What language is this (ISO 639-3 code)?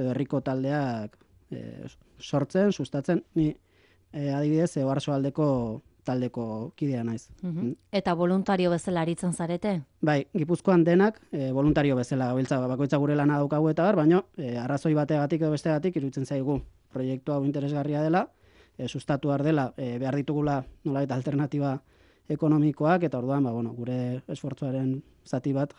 eus